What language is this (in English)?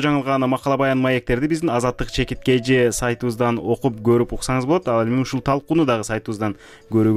Kyrgyz